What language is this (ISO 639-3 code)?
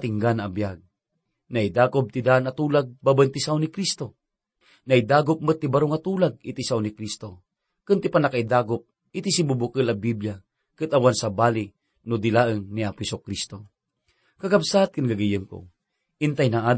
ilo